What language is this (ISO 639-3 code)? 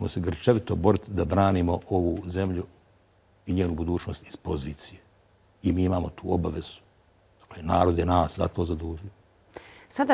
bos